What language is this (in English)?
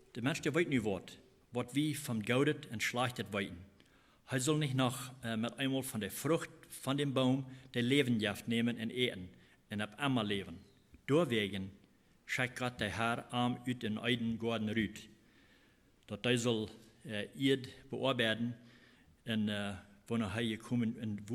Plautdietsch